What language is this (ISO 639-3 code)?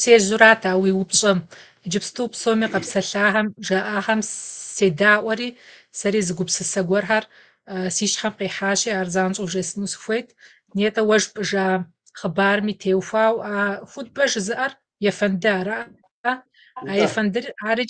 kbd